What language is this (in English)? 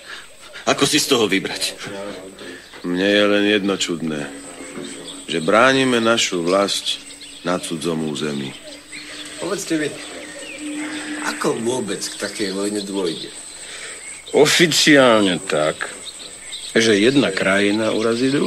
Slovak